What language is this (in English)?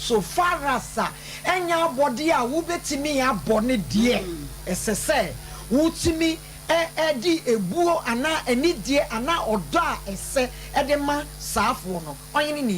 Akan